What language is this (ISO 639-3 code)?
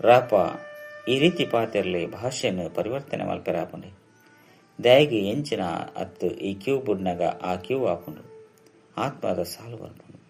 tcy